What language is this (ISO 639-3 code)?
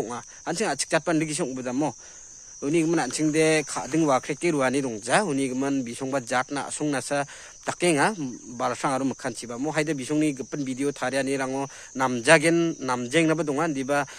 grt